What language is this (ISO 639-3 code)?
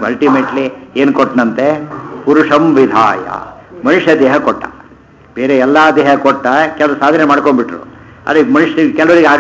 kan